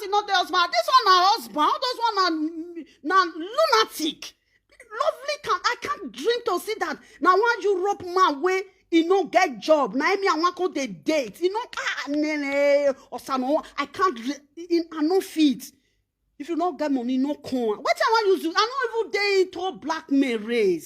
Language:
Nigerian Pidgin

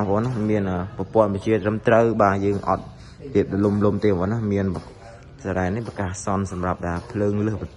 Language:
Khmer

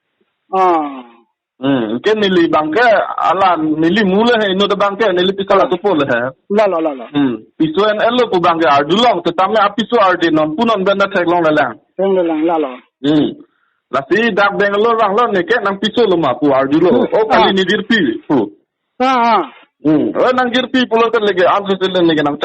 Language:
Karbi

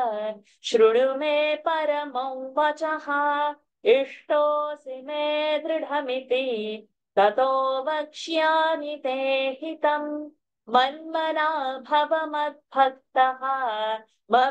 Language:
Sanskrit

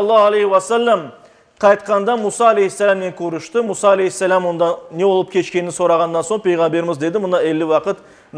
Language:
Crimean Tatar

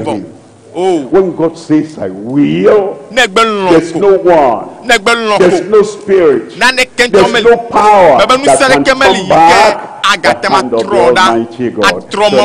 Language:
Ewe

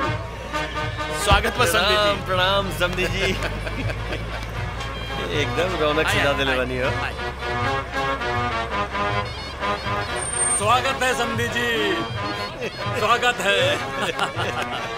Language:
Bhojpuri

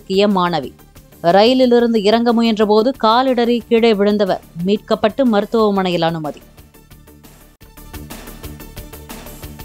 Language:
Tamil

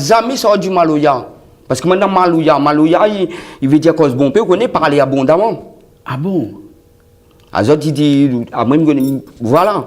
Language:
Réunion Creole French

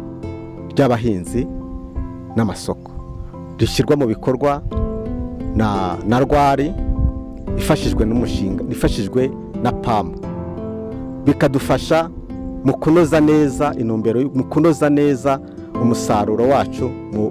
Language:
Kinyarwanda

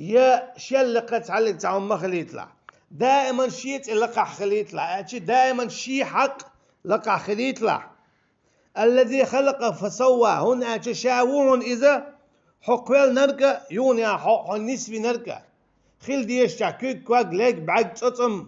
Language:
Chechen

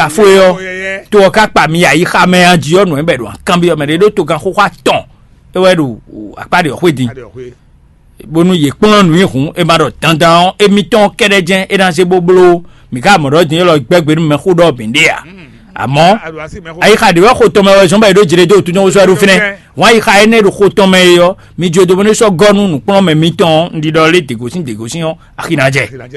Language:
Fon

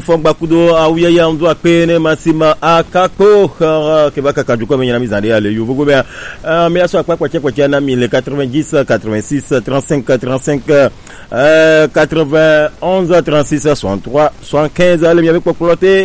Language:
Gen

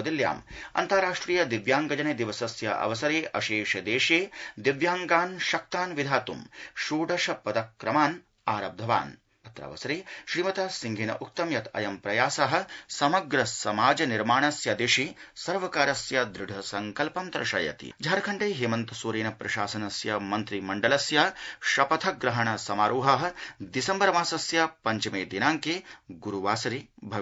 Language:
Sanskrit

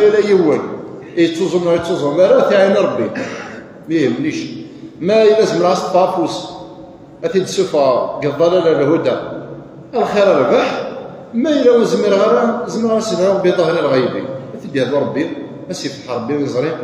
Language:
Kabyle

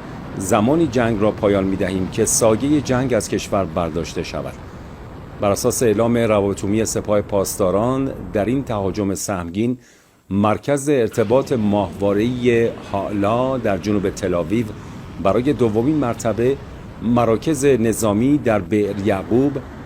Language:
Tajik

